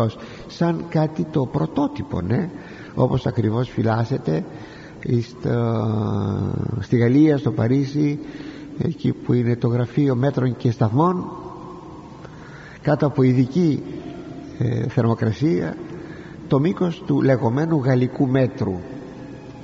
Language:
Greek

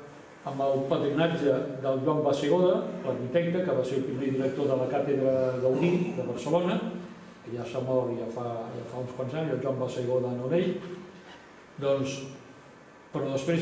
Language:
Catalan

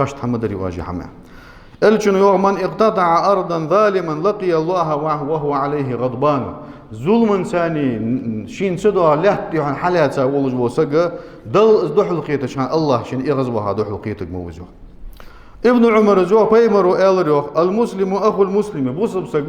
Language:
Ingush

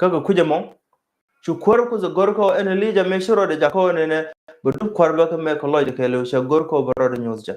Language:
Nuer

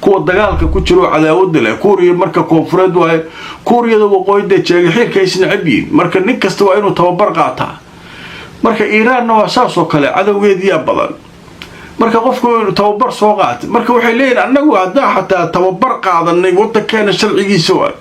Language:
Somali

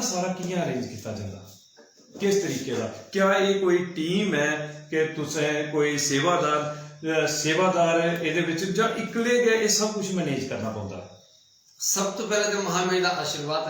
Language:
Dogri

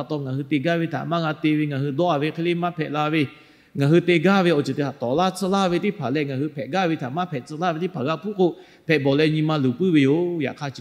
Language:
Lahu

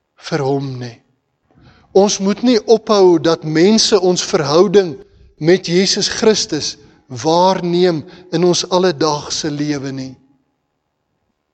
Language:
Afrikaans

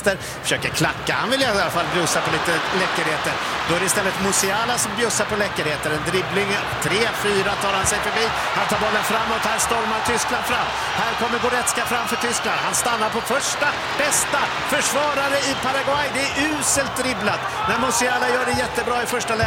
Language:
Swedish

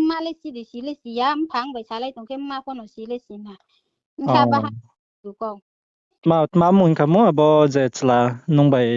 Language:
Riang (India)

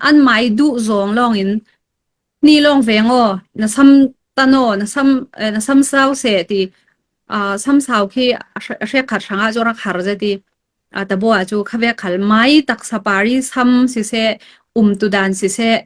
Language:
Falam Chin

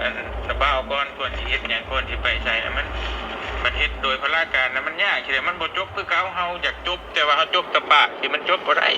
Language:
Lao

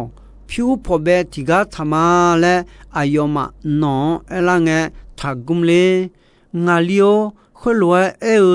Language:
Akha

